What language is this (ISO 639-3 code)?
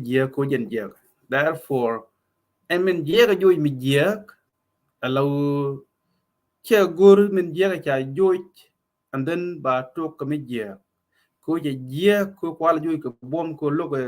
nus